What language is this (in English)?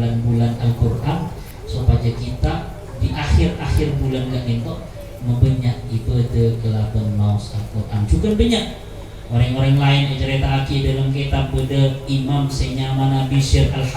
Madurese